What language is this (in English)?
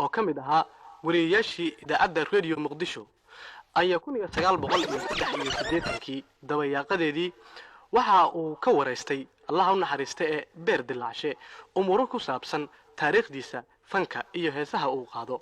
Somali